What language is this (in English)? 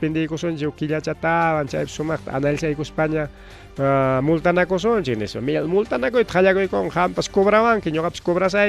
Ayacucho Quechua